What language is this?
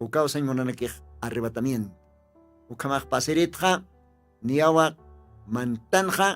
Aymara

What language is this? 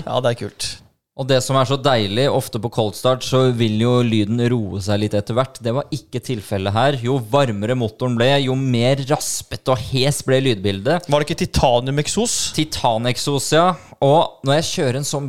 Norwegian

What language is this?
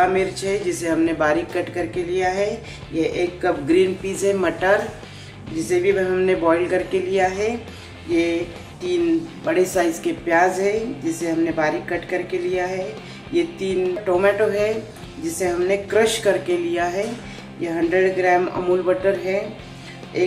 Hindi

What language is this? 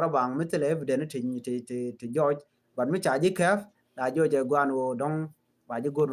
Nuer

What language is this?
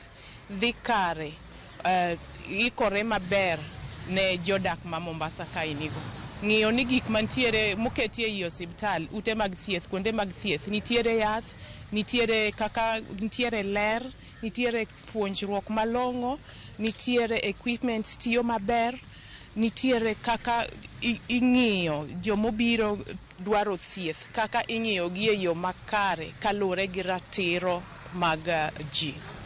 Luo (Kenya and Tanzania)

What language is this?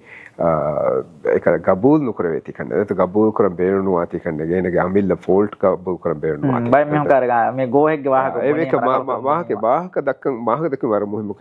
Divehi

